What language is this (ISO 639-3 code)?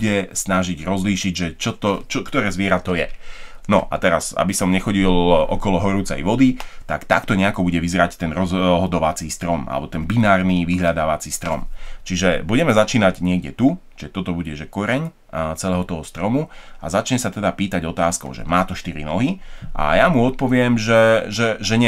slk